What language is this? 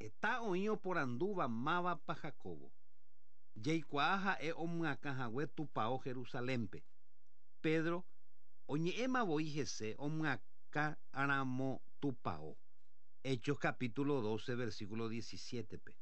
Guarani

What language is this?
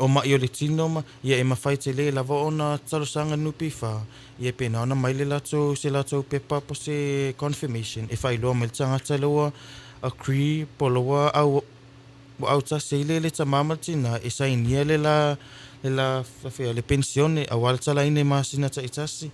Samoan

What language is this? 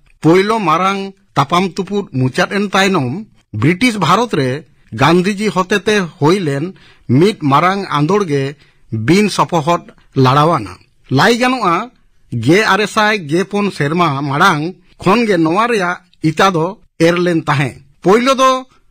Santali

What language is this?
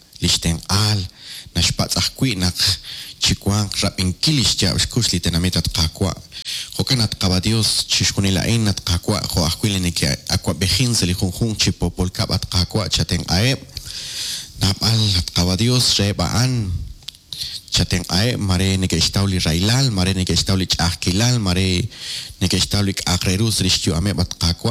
Kekchí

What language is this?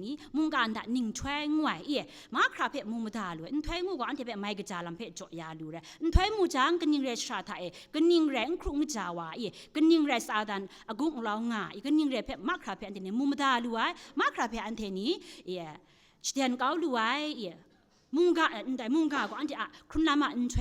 Kachin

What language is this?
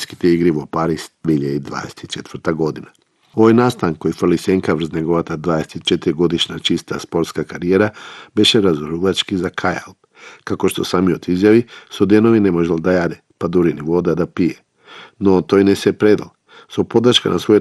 Macedonian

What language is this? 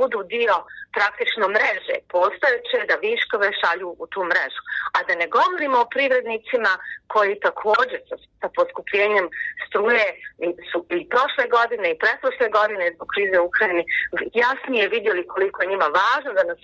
Bosnian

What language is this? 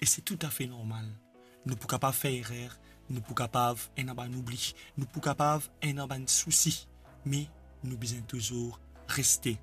Morisyen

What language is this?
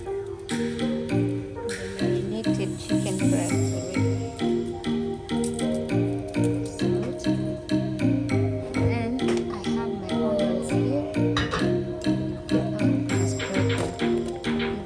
English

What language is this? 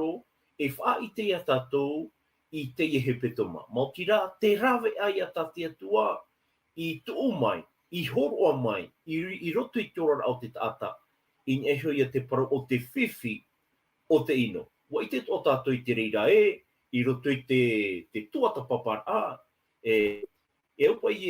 Tahitian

